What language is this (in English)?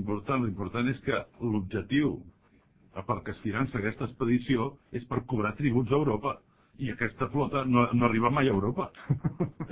Catalan